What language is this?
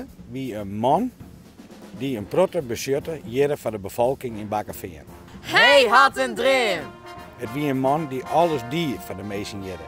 Western Frisian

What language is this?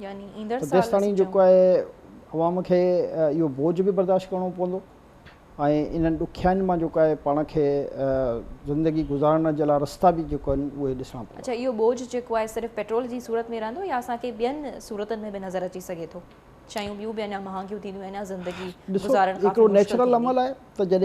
Sindhi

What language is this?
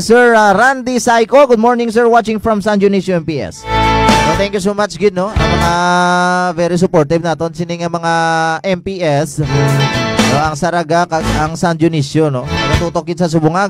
Hiligaynon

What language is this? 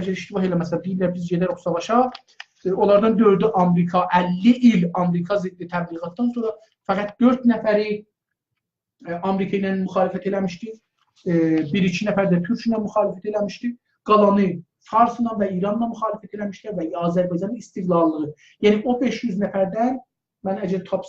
South Azerbaijani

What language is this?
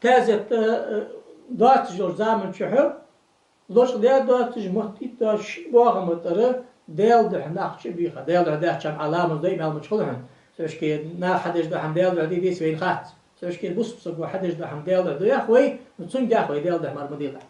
Ingush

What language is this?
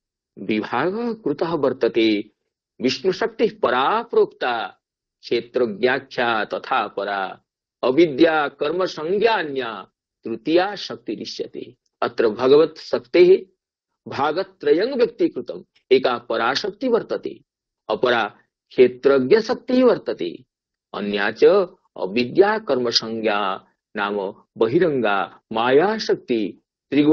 Sanskrit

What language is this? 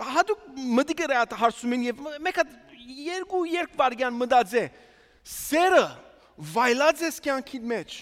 Armenian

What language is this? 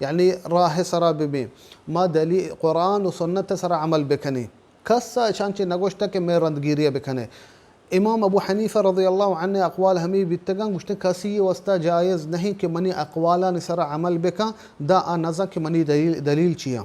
Baluchi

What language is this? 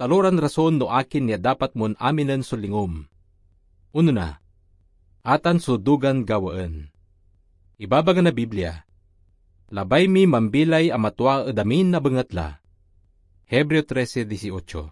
Pangasinan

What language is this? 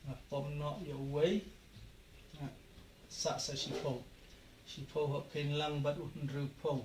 Khasi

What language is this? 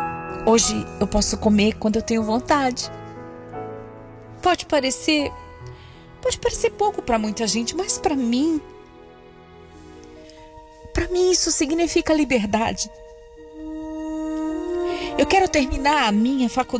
Portuguese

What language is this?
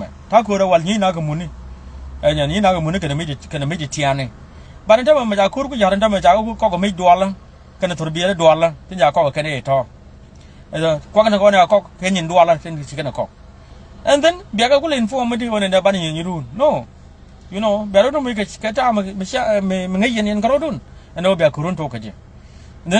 Nuer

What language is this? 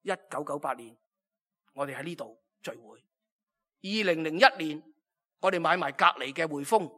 Cantonese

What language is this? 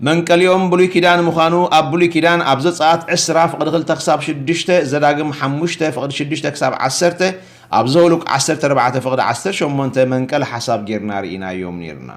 Tigrinya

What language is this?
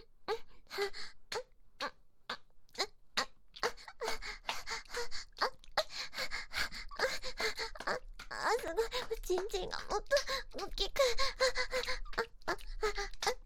Japanese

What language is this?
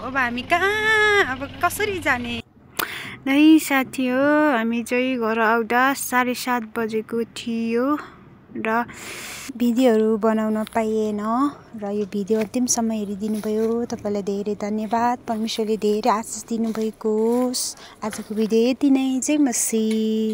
Nepali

